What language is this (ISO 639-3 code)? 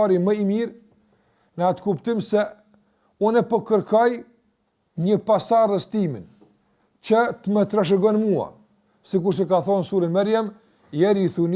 sqi